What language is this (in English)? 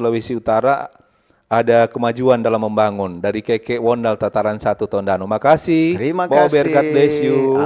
Manado Malay